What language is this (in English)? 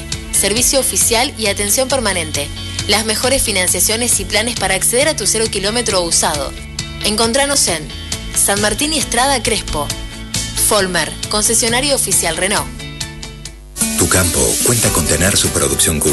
Spanish